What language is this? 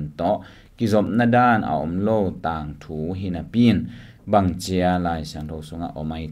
Tedim Chin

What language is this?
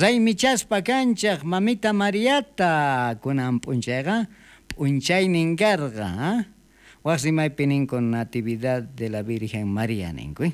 South Bolivian Quechua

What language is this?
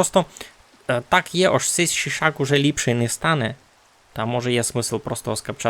Rusyn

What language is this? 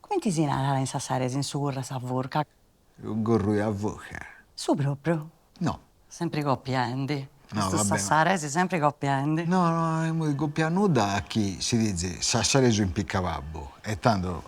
Sardinian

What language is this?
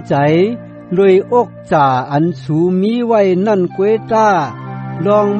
Shan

